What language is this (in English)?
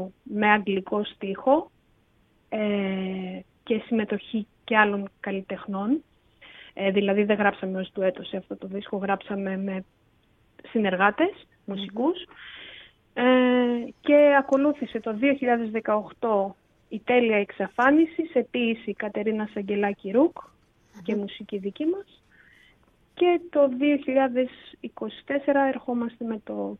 Greek